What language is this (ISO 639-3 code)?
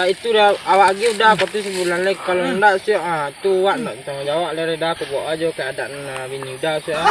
min